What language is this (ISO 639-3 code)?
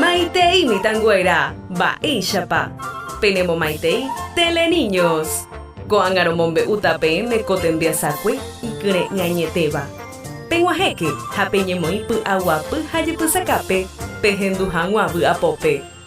grn